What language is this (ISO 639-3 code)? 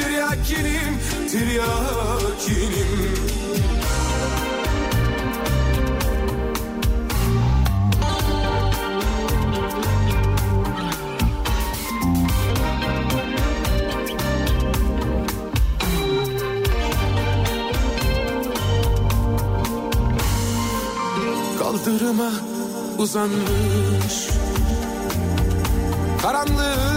tur